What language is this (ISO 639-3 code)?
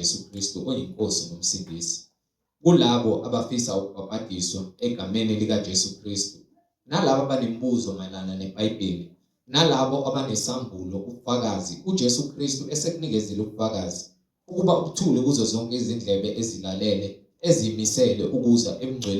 zul